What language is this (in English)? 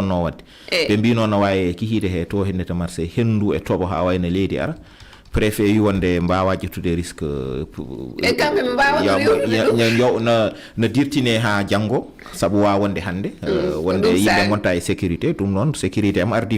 Fula